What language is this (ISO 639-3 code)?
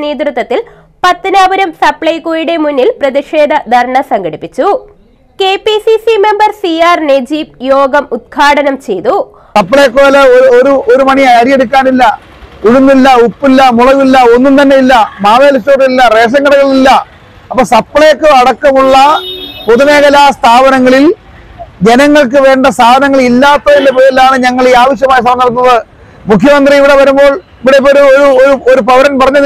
mal